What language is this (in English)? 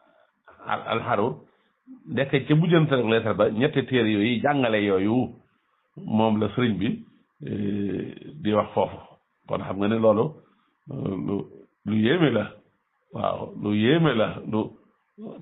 Wolof